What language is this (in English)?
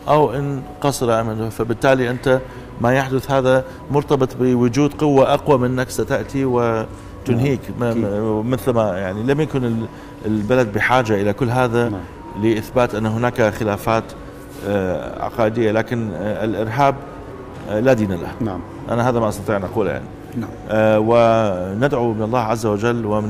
Arabic